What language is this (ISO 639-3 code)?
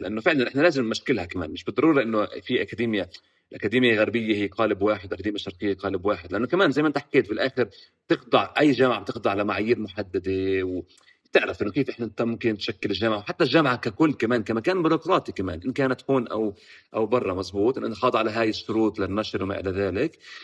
apc